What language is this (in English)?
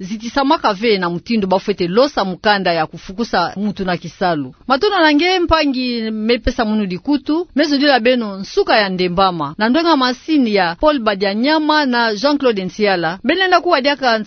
Kituba (Democratic Republic of Congo)